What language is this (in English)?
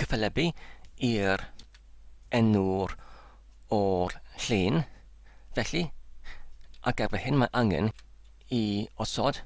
Welsh